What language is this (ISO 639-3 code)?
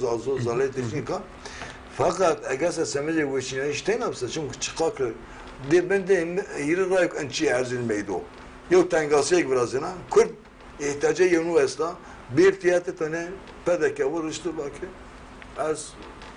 zza